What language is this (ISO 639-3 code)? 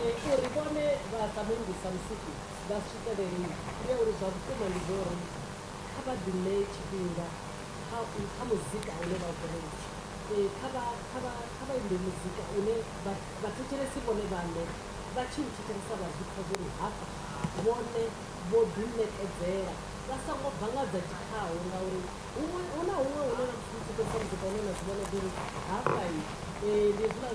ven